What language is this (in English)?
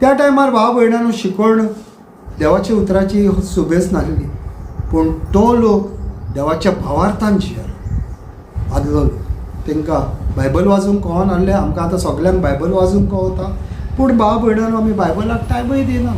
Konkani